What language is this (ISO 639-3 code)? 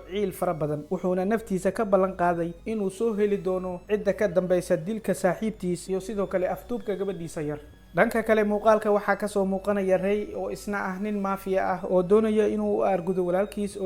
som